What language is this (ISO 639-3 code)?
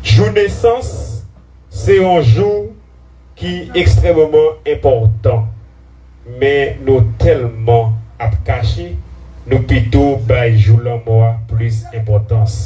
hat